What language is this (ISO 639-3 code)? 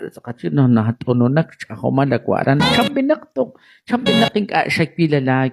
kek